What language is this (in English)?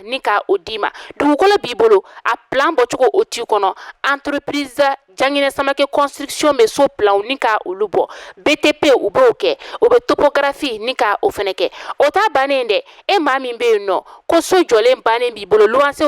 Bambara